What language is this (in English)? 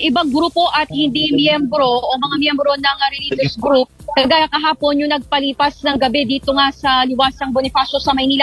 Filipino